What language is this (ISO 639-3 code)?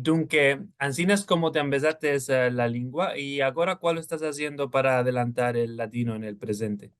lad